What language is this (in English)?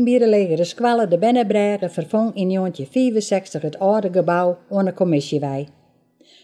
Western Frisian